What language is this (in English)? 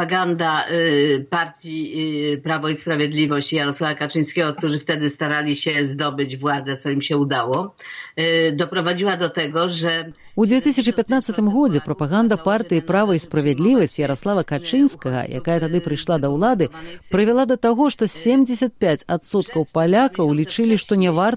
Belarusian